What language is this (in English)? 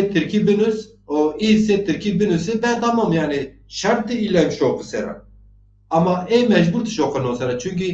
Zaza